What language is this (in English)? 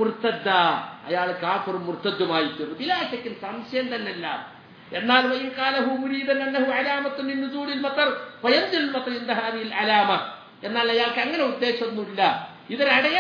Malayalam